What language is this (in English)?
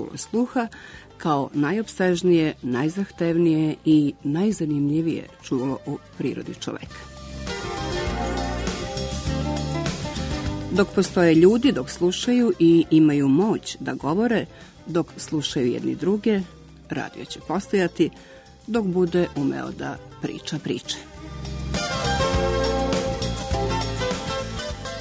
Serbian